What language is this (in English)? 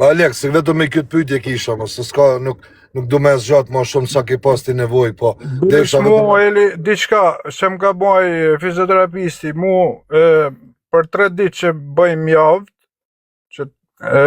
Albanian